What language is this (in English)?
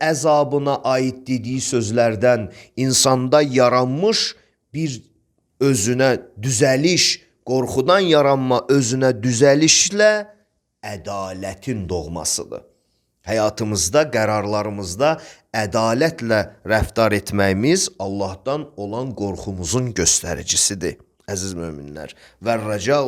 Azerbaijani